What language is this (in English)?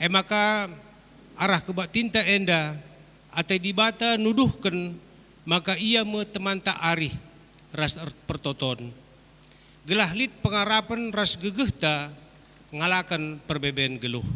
Batak Karo